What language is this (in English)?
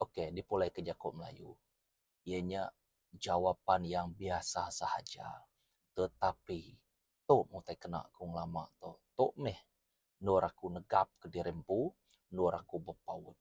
Iban